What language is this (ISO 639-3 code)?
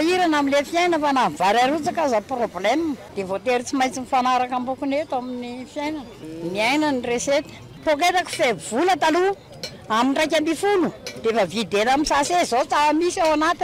mlg